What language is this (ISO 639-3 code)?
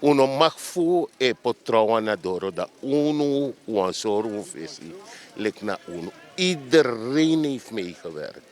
srn